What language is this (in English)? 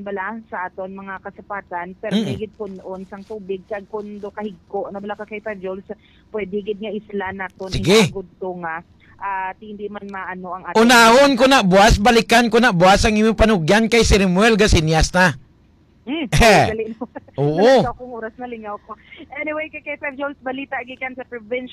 Hiligaynon